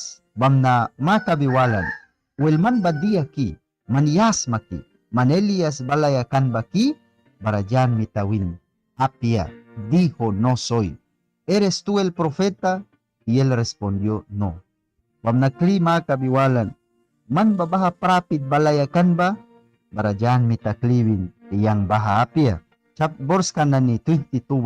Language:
Mískito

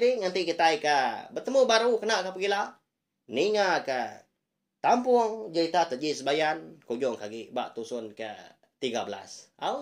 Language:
Iban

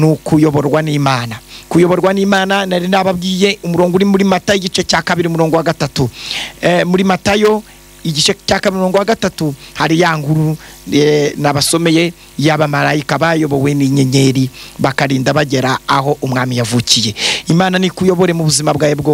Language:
Kinyarwanda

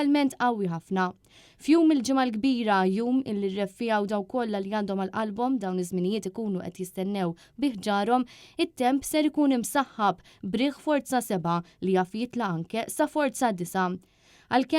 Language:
Maltese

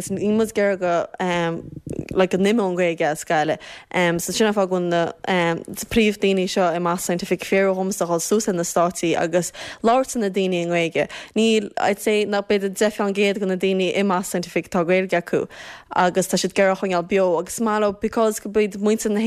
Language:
Irish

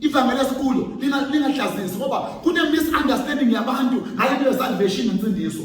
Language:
Zulu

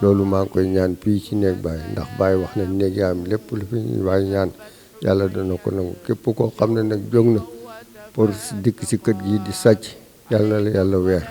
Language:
Wolof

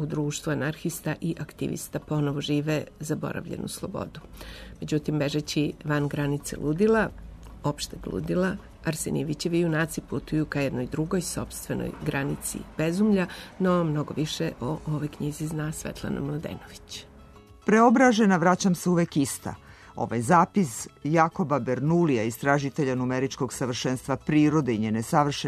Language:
Serbian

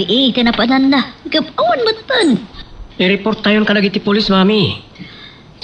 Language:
Iloko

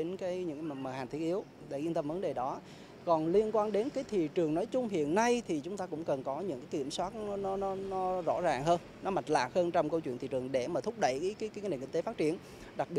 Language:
Vietnamese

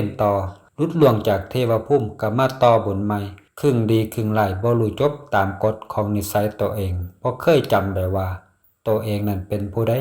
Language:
Lao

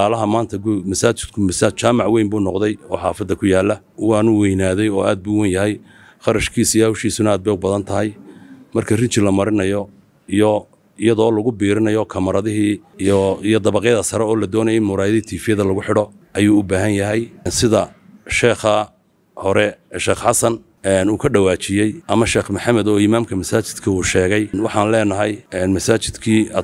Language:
Somali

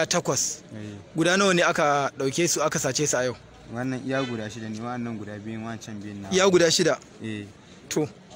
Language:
Hausa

